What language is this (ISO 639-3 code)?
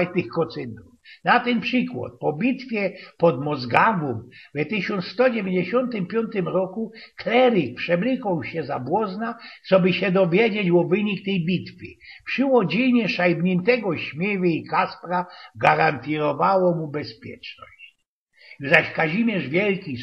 szl